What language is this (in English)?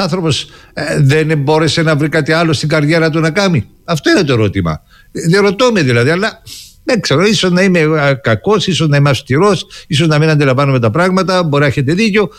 Greek